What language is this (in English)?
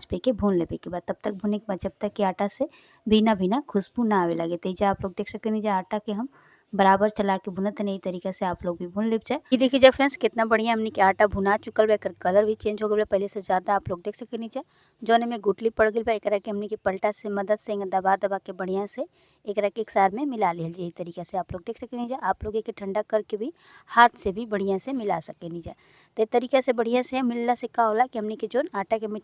Bhojpuri